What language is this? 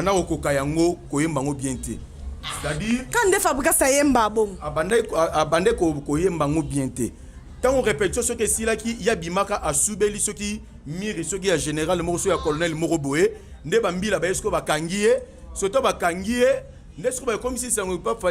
Lingala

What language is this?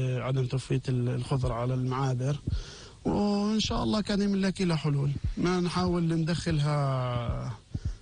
North Levantine Arabic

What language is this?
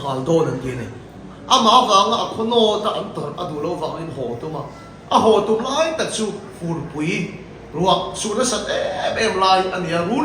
Mizo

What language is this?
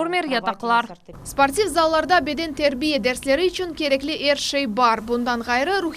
Crimean Tatar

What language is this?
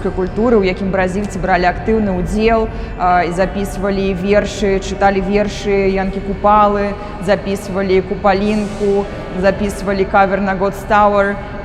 Belarusian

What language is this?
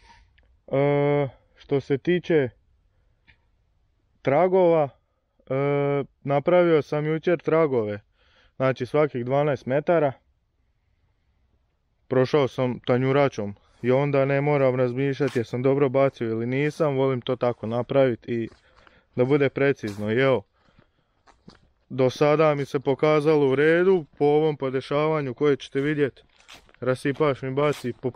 Croatian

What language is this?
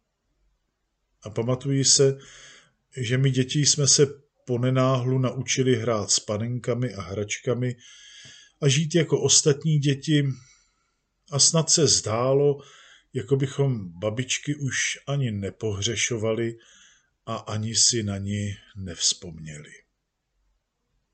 Czech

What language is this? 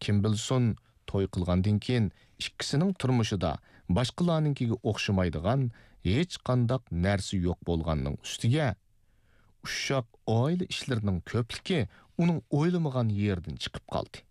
Uyghur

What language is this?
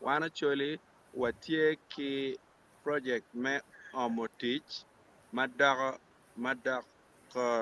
Acoli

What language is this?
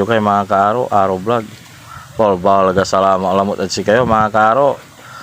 Pangasinan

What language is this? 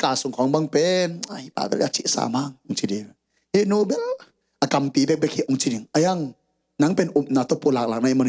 Tedim Chin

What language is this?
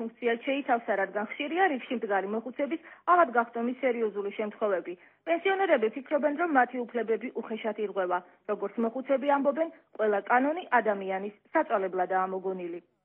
Georgian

